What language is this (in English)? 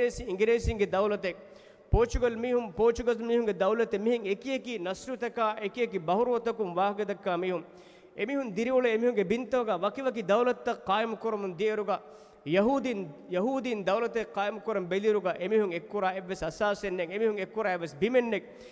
Divehi